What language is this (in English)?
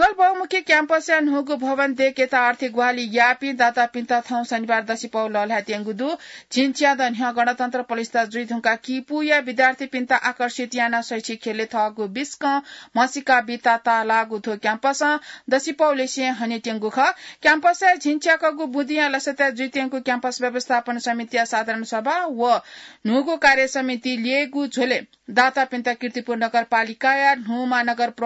Newari